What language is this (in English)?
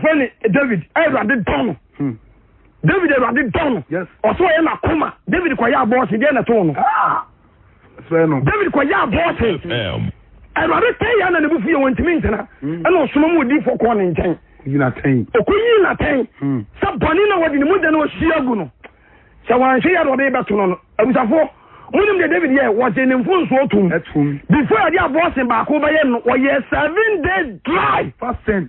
Akan